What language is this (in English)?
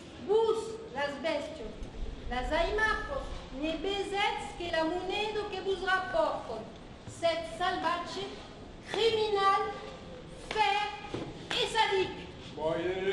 Occitan